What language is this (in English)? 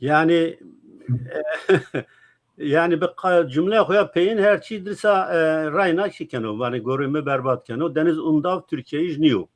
Zaza